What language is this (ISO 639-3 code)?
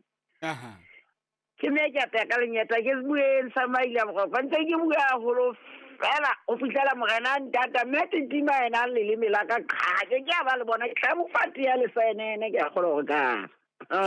sot